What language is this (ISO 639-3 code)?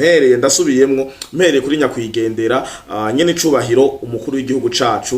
run